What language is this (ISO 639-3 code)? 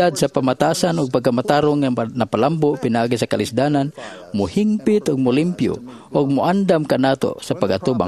ceb